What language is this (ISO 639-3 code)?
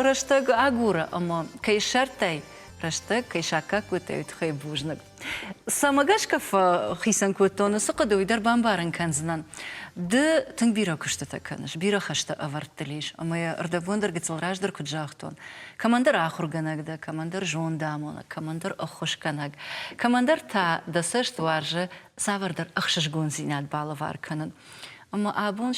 oss